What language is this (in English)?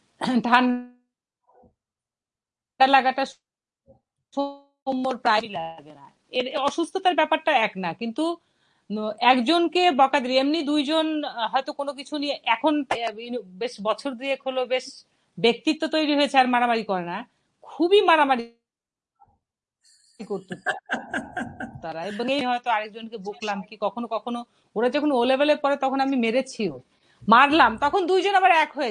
Bangla